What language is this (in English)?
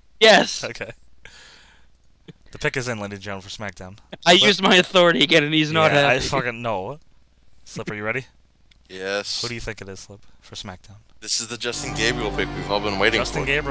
English